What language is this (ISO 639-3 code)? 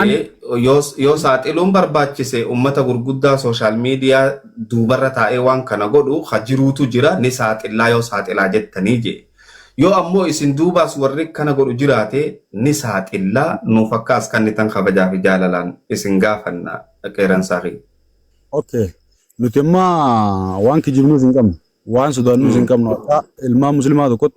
orm